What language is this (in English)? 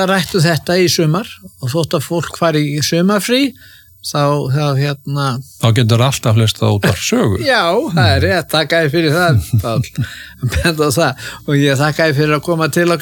Icelandic